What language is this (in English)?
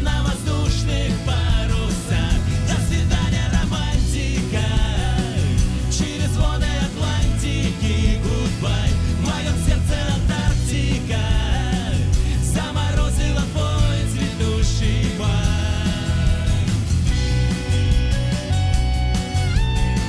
Russian